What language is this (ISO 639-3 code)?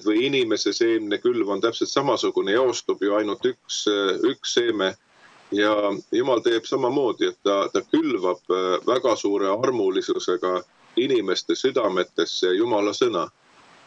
est